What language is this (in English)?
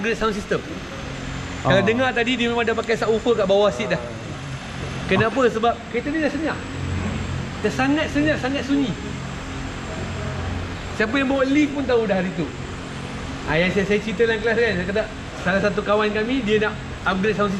Malay